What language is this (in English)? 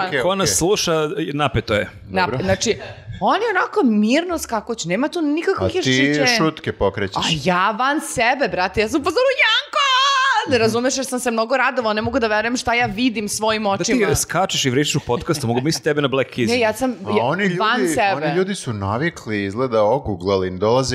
Serbian